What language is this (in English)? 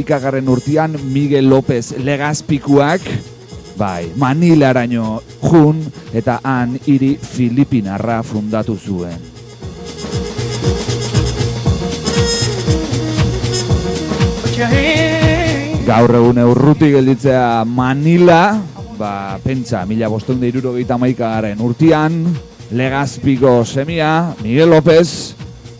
Basque